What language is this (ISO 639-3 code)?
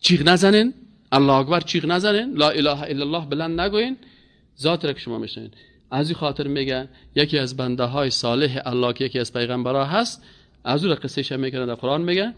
fas